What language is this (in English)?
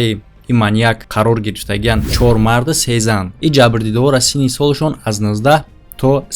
Tajik